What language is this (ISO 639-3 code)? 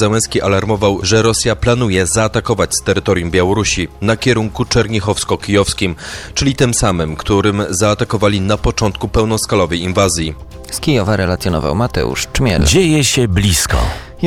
pol